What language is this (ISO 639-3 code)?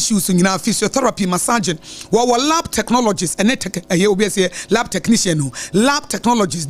aka